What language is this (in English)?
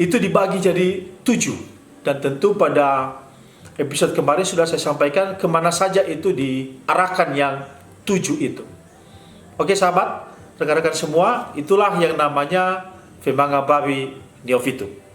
Nias